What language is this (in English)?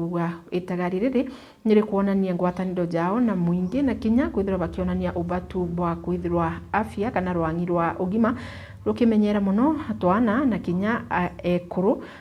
Meru